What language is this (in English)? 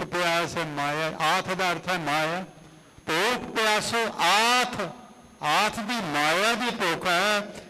Punjabi